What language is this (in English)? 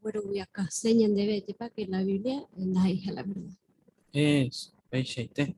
Guarani